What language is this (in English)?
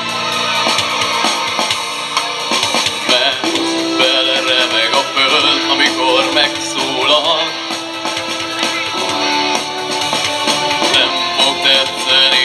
Hungarian